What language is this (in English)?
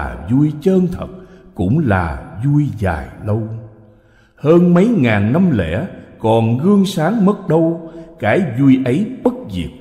Vietnamese